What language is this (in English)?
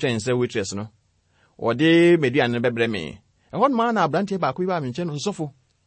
Akan